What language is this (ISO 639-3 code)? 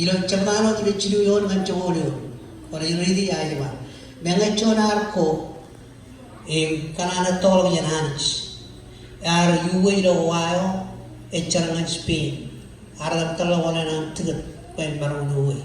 mah